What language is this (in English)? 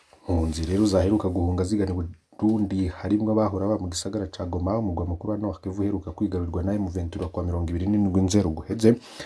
Rundi